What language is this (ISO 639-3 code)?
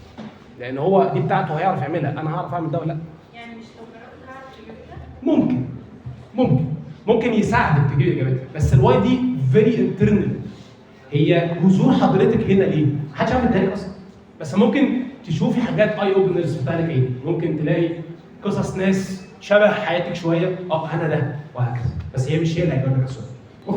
arz